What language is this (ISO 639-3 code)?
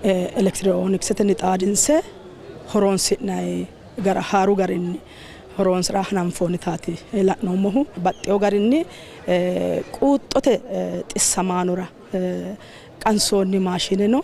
sid